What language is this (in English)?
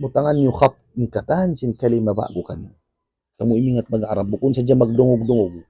Tausug